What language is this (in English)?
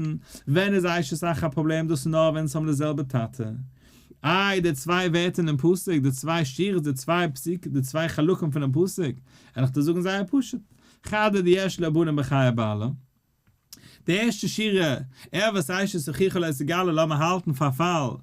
Yiddish